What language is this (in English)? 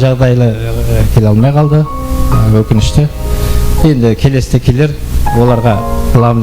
Kara-Kalpak